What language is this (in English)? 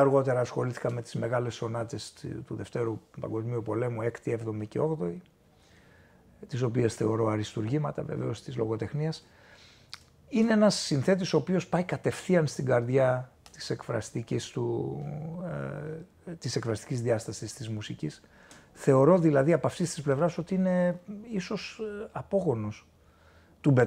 Greek